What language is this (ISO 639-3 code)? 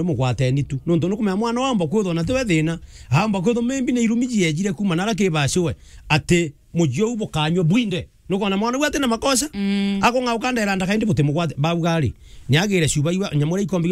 mer